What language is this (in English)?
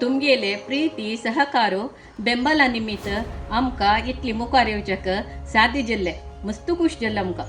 Konkani